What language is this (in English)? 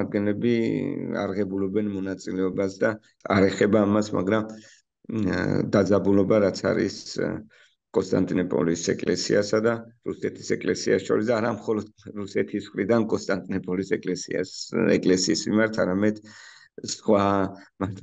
Georgian